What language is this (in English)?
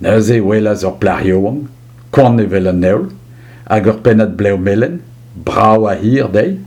Breton